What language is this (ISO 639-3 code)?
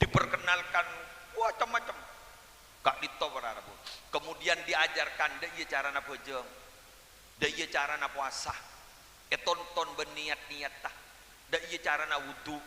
mad